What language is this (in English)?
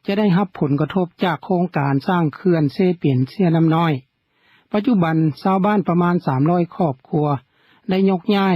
Lao